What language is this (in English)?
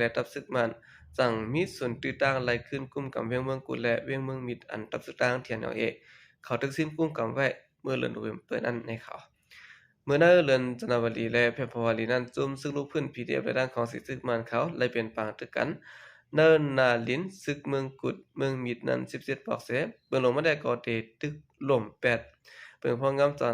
Shan